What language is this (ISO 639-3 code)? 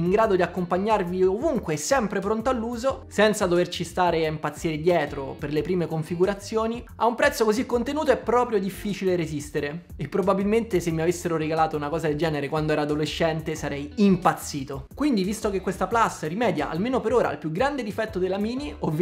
ita